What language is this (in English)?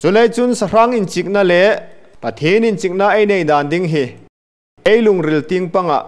Hmar